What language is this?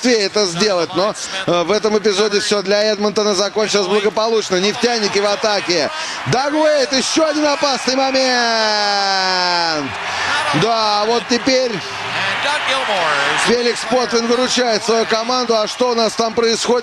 Russian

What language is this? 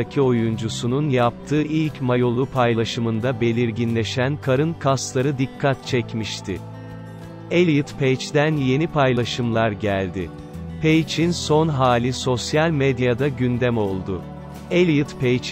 Turkish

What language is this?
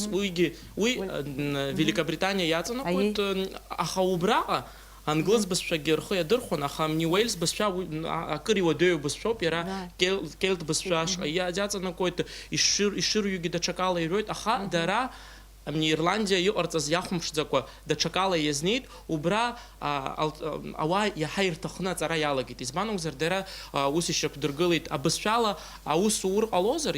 Abkhazian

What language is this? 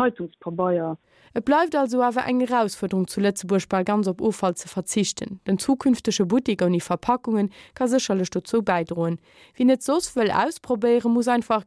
Luxembourgish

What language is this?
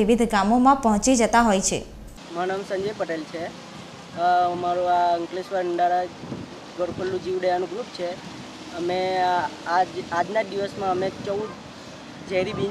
Gujarati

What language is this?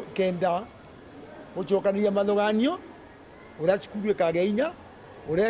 Meru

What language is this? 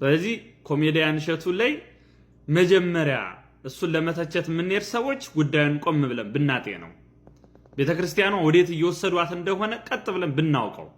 Amharic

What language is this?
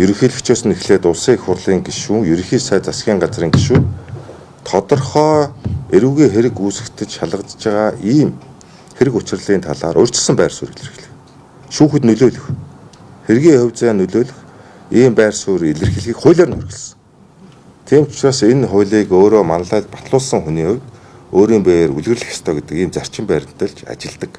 Mongolian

